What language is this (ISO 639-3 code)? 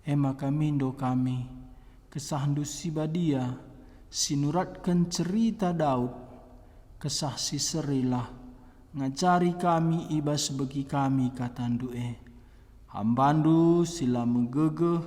btx